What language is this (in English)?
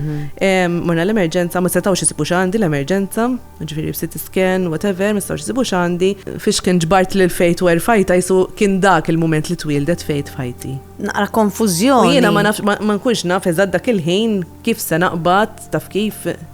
Maltese